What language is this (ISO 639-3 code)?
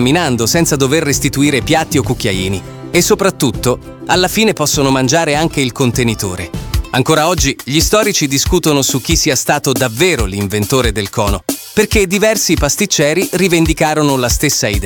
ita